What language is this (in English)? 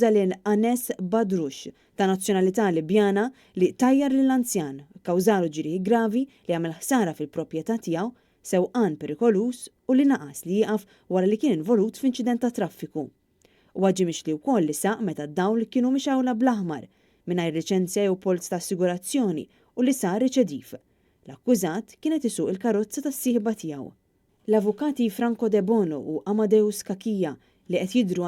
Maltese